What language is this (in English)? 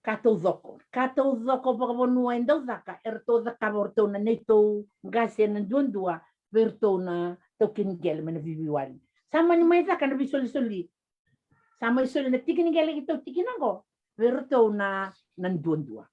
Fijian